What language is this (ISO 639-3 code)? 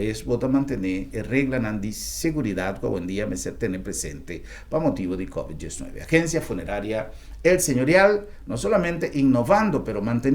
pap